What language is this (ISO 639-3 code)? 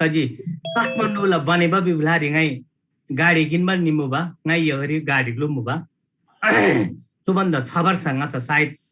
taj